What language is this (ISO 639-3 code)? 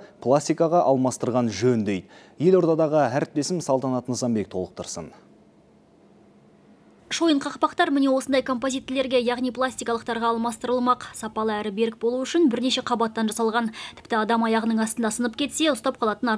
kaz